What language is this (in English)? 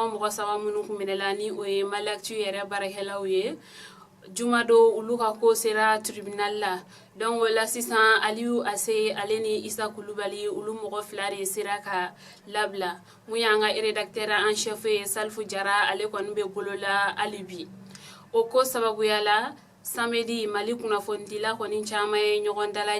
Bambara